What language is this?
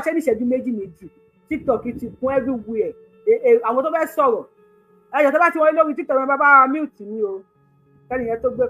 Yoruba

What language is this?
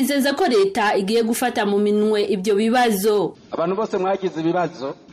Kinyarwanda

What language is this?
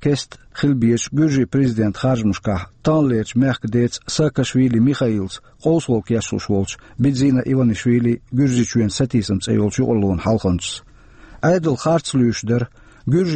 Chechen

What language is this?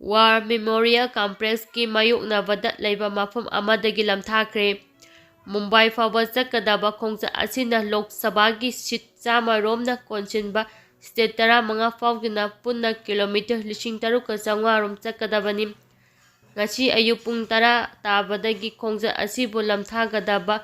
Manipuri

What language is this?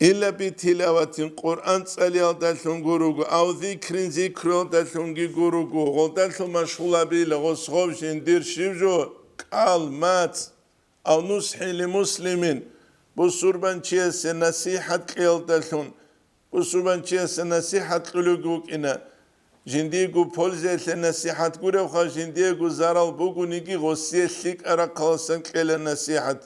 Avaric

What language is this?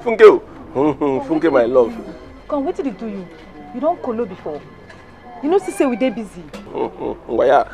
Nigerian Pidgin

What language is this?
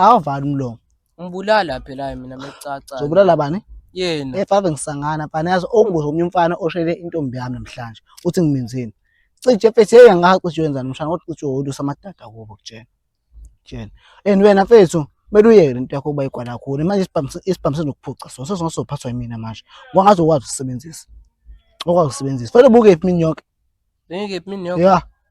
Zulu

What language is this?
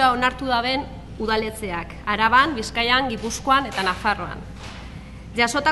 Basque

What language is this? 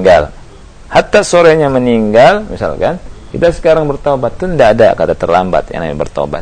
Indonesian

